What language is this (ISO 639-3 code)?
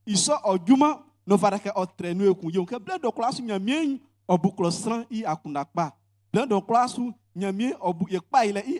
bci